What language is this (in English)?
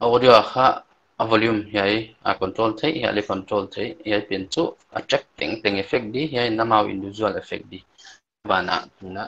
Paite Chin